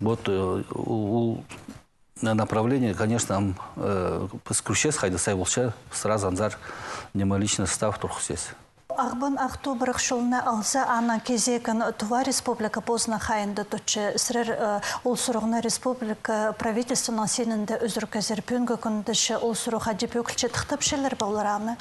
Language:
Khakas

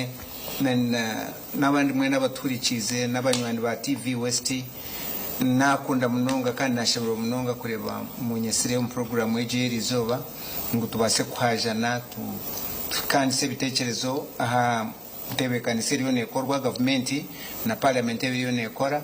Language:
Nyankole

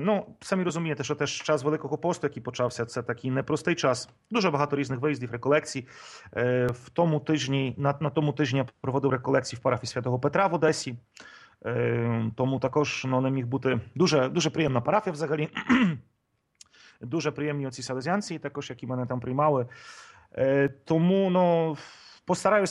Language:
Ukrainian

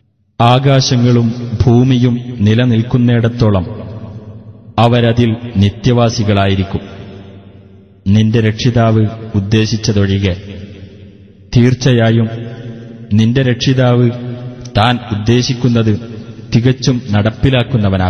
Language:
Malayalam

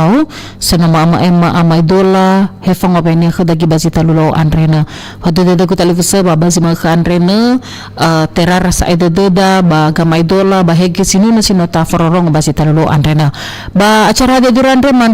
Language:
Nias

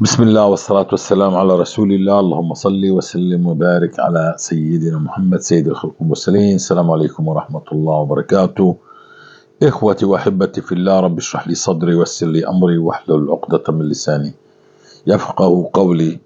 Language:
North Levantine Arabic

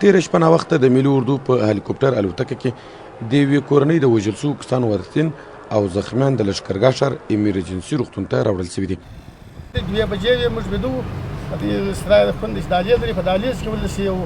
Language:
Pashto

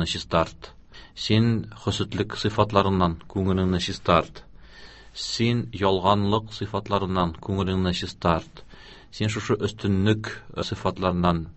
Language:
Tatar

